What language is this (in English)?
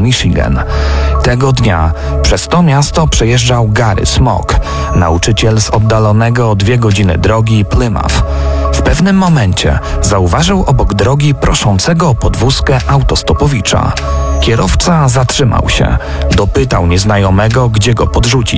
Polish